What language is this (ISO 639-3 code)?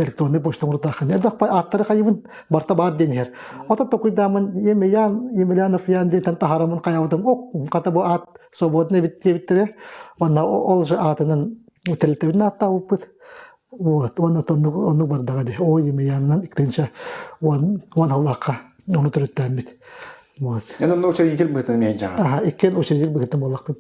sah